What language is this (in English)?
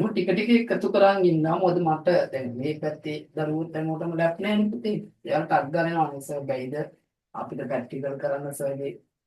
Sinhala